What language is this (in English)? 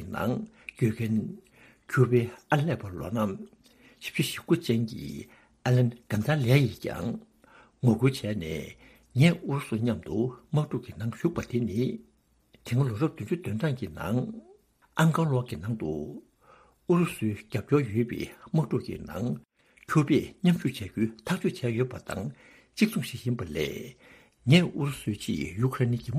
Tibetan